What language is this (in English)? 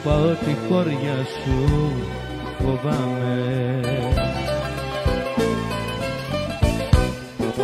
Greek